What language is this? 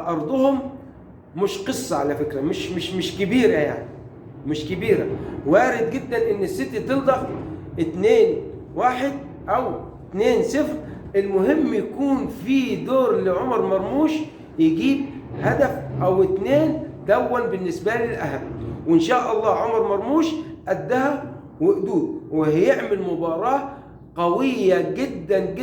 Egyptian Arabic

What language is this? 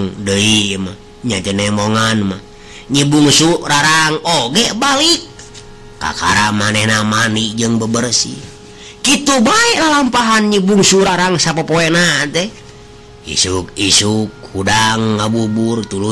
Sundanese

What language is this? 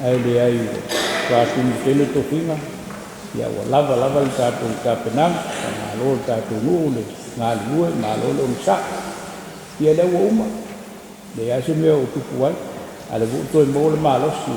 Samoan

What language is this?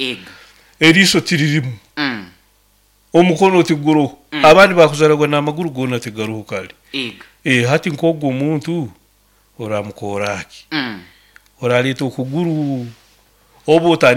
Nyoro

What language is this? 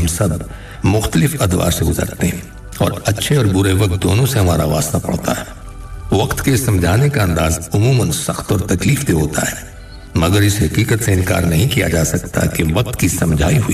Urdu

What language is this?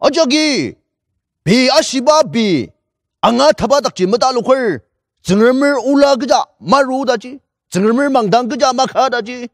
Ao Naga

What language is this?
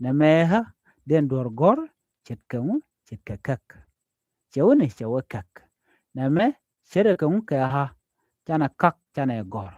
Nuer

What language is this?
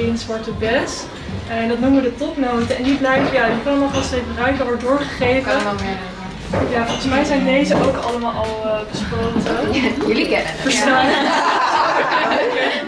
Dutch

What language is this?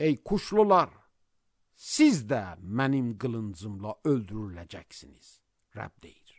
Azerbaijani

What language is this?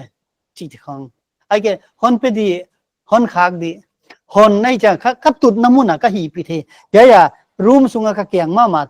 Paite Chin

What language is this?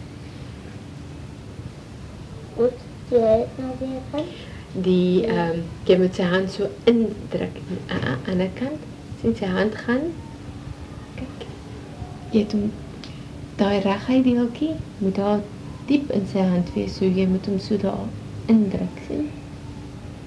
Afrikaans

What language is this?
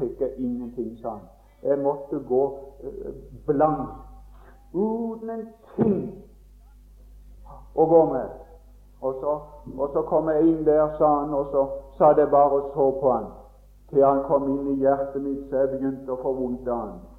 Norwegian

